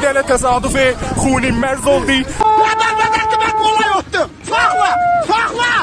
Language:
South Azerbaijani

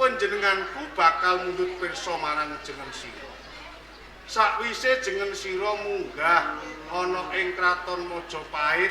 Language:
Javanese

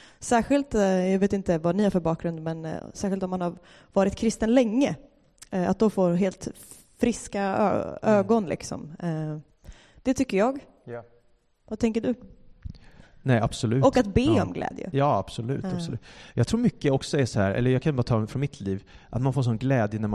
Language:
Swedish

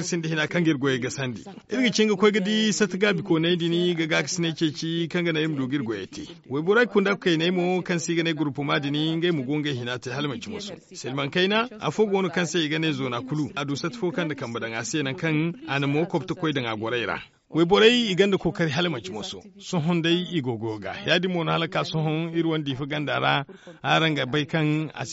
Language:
Zarma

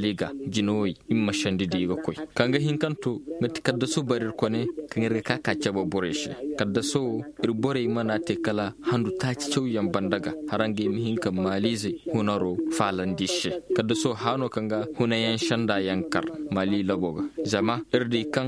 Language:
Koyraboro Senni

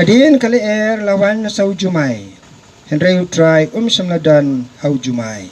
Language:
Khasi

